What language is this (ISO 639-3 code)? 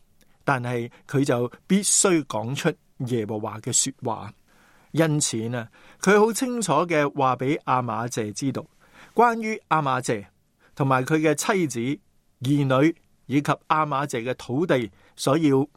yue